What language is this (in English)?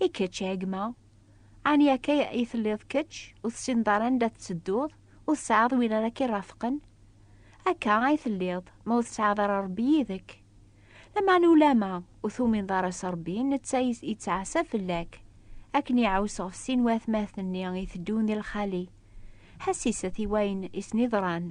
Kabyle